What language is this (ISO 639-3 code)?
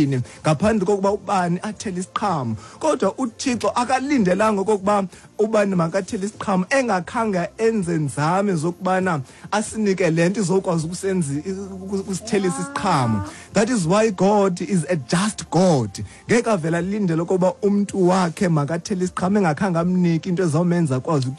xho